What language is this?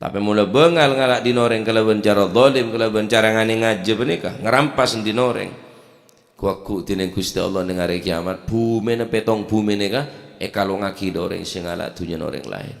Madurese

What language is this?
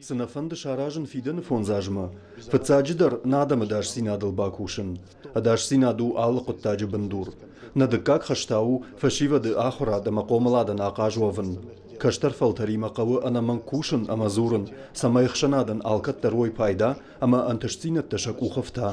Ossetic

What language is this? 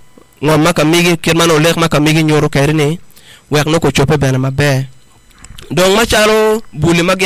Acoli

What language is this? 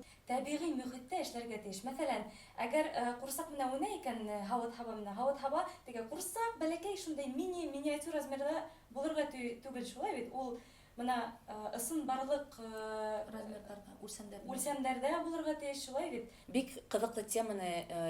Bashkir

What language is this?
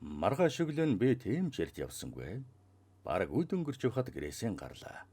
Mongolian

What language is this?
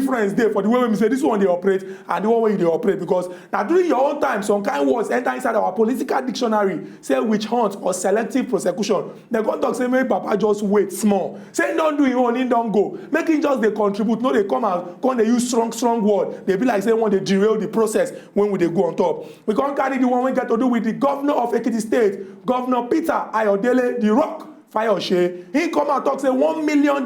Nigerian Pidgin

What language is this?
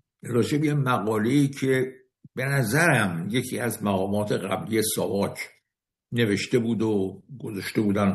Persian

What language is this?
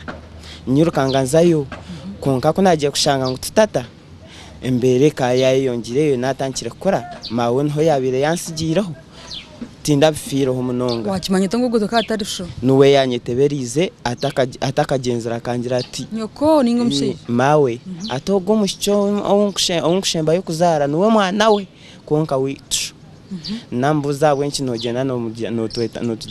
Nyankole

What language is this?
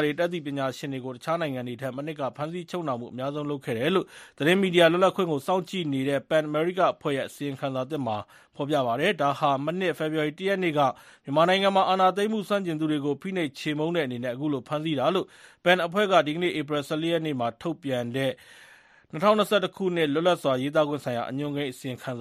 Burmese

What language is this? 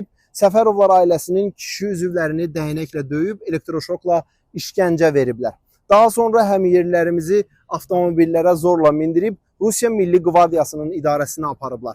Azerbaijani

